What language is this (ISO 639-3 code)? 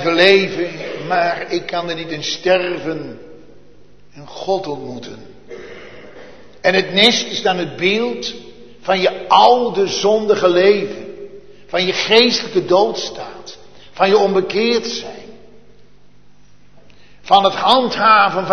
nld